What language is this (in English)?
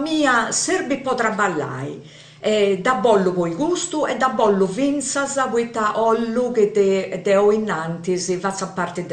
Sardinian